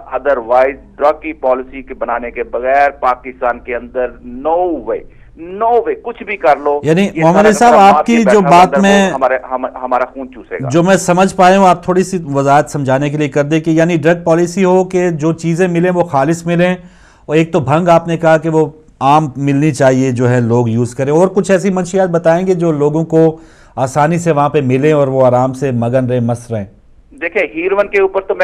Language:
Urdu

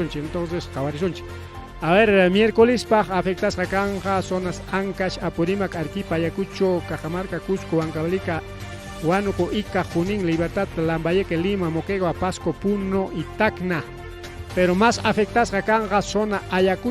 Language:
Ayacucho Quechua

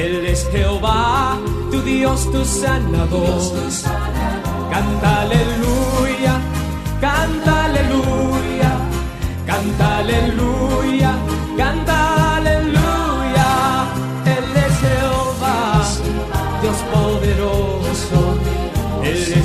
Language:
Spanish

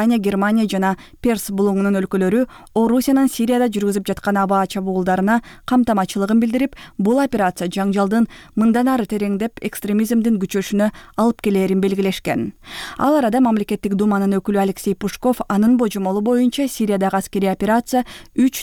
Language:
Kyrgyz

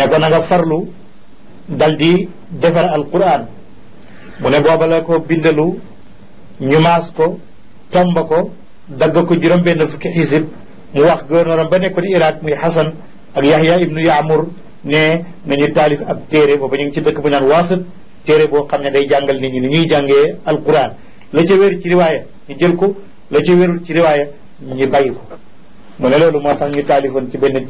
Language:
Wolof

